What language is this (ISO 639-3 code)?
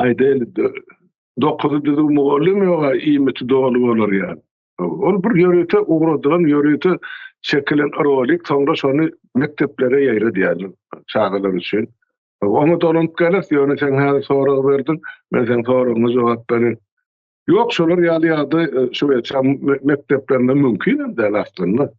tuk